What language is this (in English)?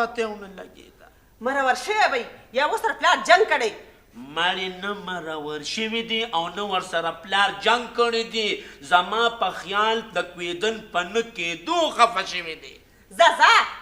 Pashto